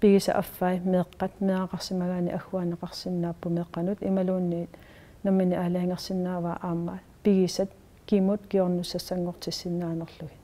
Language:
Kalaallisut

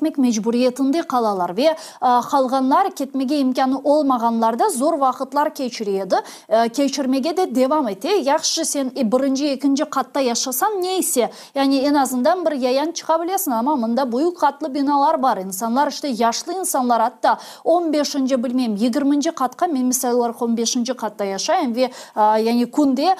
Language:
Crimean Tatar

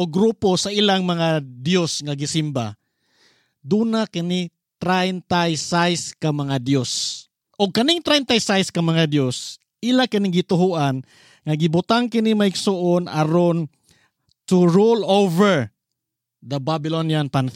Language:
Cebuano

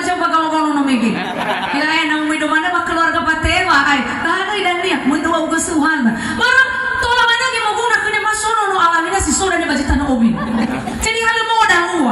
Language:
Nias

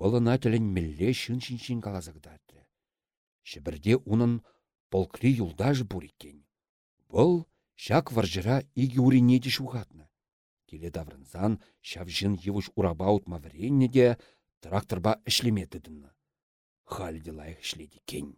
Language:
Chuvash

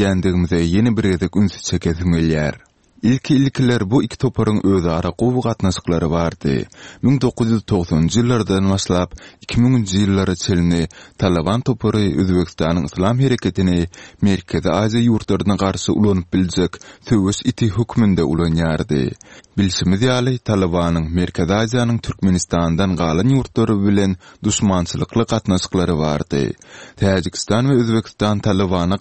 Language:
Turkmen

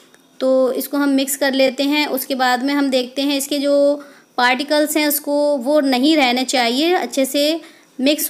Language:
Hindi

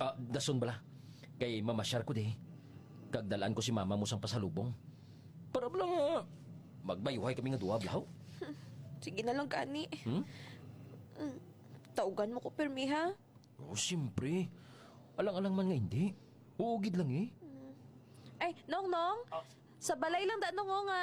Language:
Hiligaynon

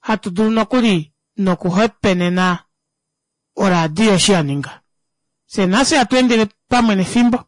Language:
Kuanyama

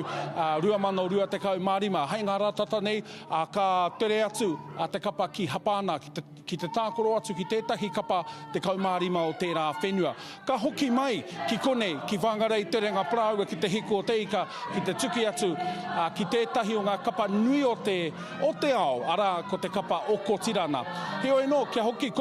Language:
Māori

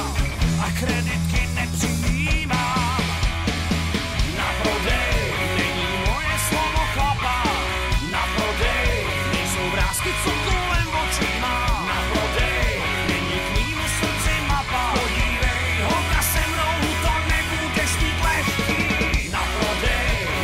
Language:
Czech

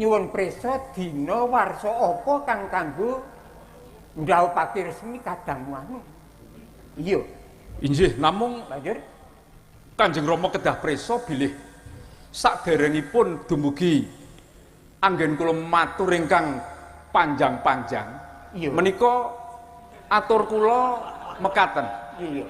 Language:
Javanese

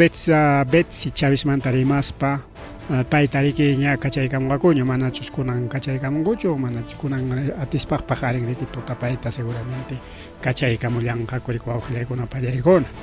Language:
Ayacucho Quechua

